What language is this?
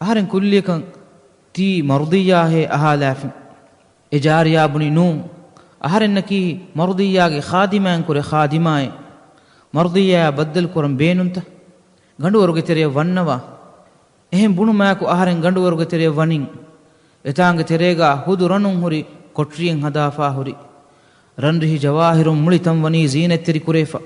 Divehi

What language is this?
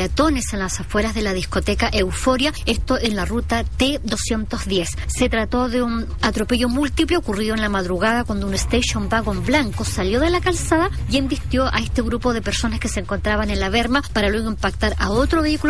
Spanish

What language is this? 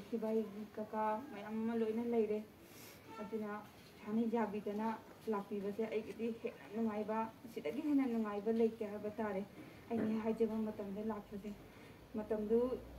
Manipuri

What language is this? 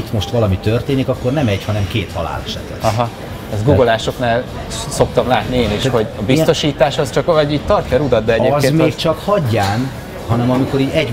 Hungarian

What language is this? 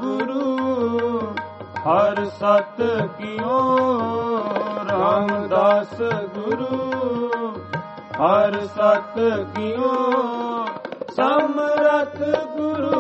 Punjabi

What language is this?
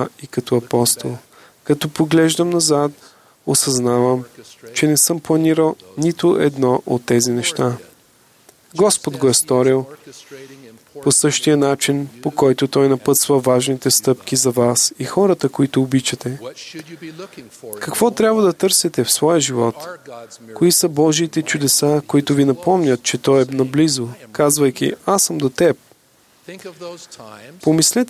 Bulgarian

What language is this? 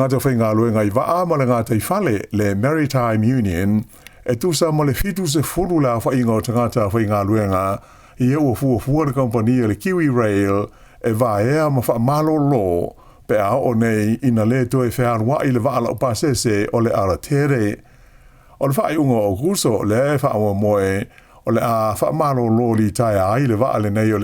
Samoan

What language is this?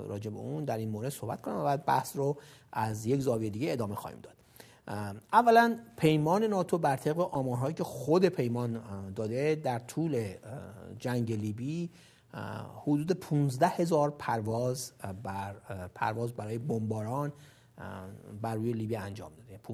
Persian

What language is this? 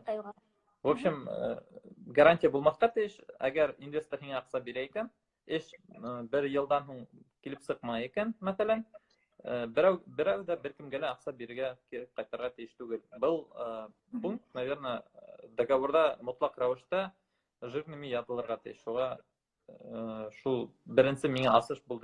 Bashkir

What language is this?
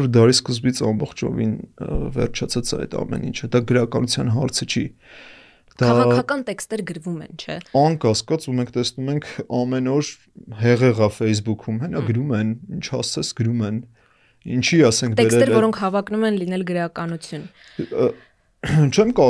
Armenian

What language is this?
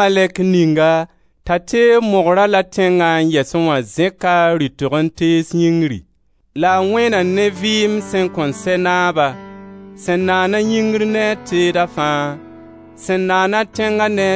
Mossi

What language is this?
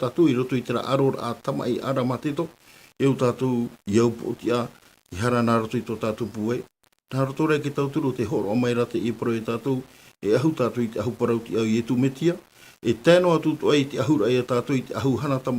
Tahitian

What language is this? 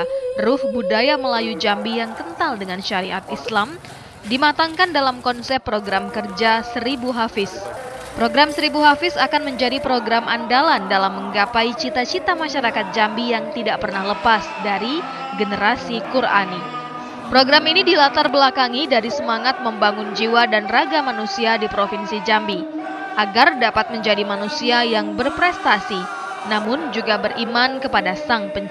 Indonesian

